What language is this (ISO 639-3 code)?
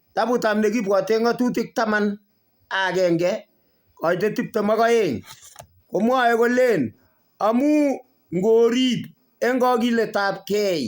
kln